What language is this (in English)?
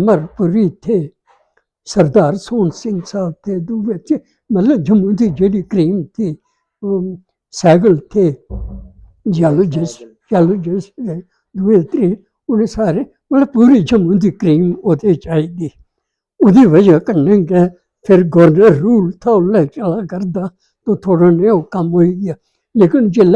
Dogri